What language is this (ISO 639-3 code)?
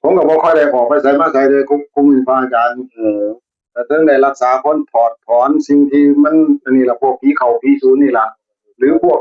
tts